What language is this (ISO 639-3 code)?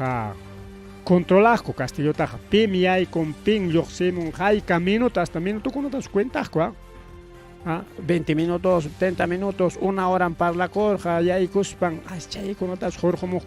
quy